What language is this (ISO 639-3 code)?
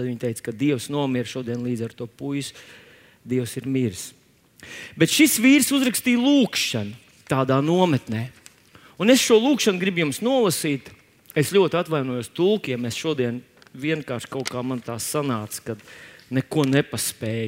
lav